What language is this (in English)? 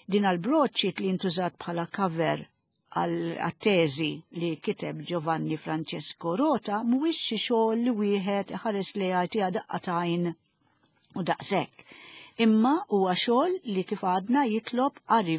Maltese